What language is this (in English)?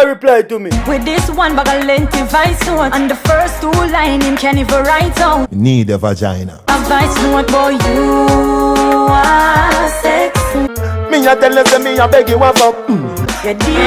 Jamaican Creole English